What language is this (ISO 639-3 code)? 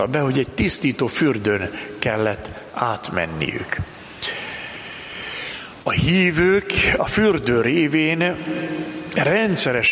hun